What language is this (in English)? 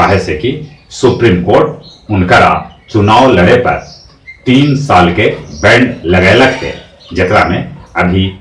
Magahi